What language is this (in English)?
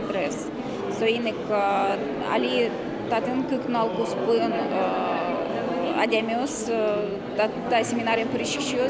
Udmurt